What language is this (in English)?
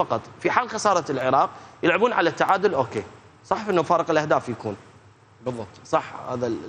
Mesopotamian Arabic